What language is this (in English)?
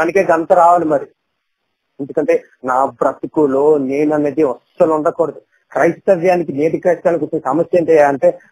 Telugu